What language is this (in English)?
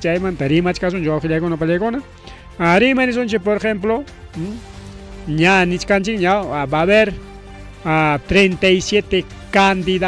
Ayacucho Quechua